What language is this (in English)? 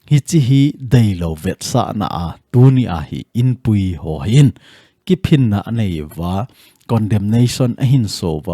Thado Chin